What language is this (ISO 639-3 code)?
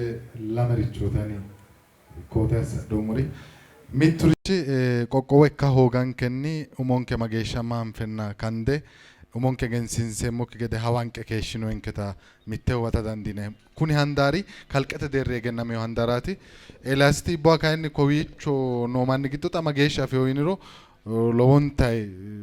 sid